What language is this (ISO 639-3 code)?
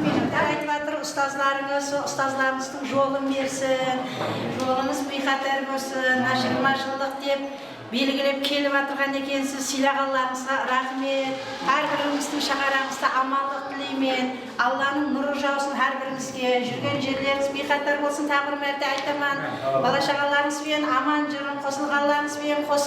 kaa